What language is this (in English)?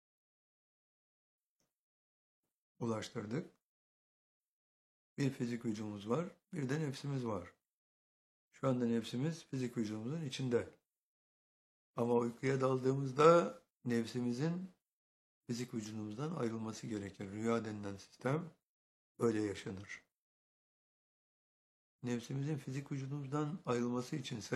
Turkish